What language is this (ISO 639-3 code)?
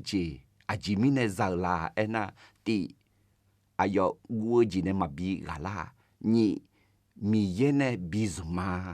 ahk